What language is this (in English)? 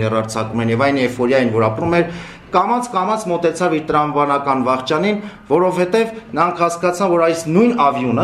Armenian